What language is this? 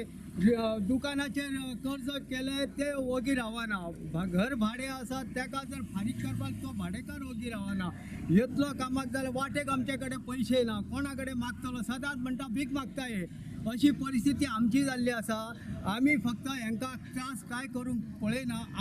Konkani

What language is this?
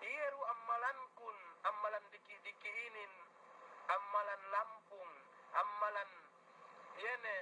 Yakan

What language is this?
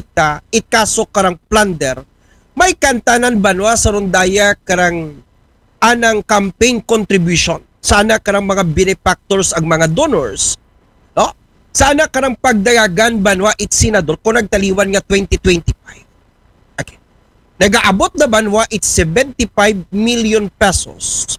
Aklanon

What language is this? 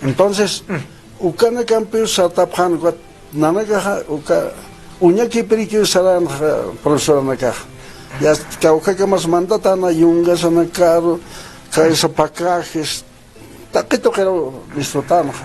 Aymara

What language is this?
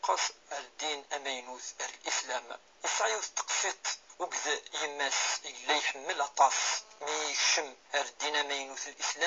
Kabyle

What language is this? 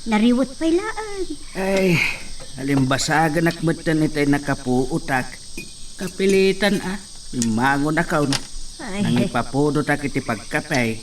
Iloko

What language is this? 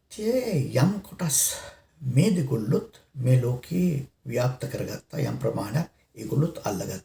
Sinhala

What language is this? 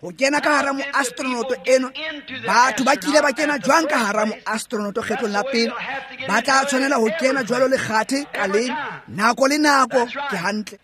Tswana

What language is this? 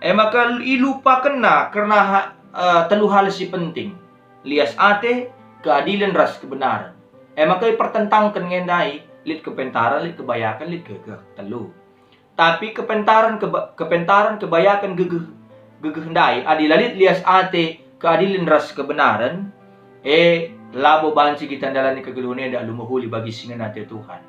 Batak Karo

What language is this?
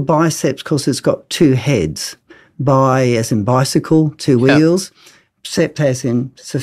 English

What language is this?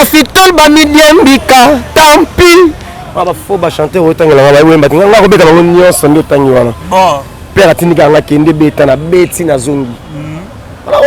Lingala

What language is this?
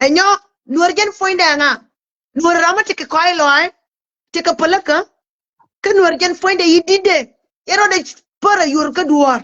Nuer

